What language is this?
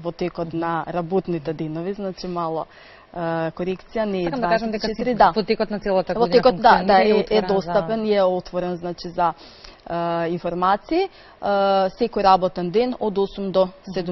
Macedonian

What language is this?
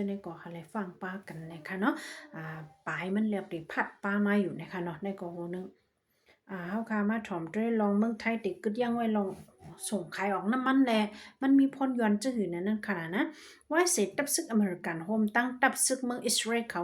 Shan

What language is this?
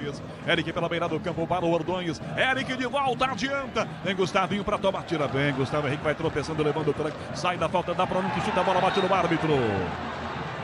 Portuguese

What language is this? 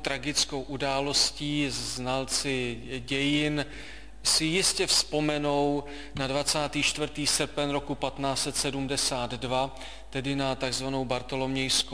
Czech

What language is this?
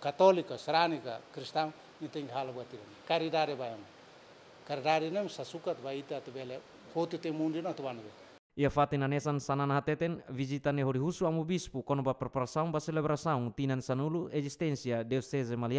Tetum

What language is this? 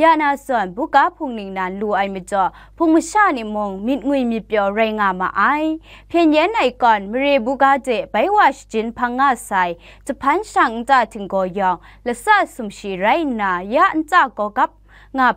Kachin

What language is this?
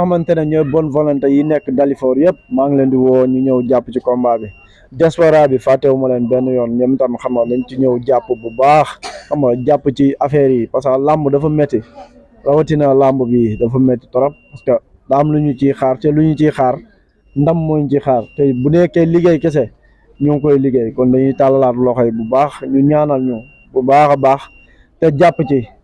Wolof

